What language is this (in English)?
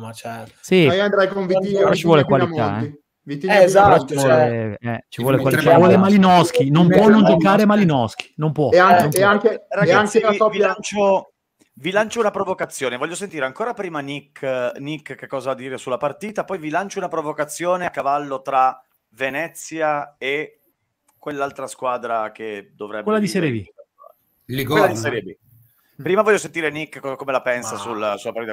Italian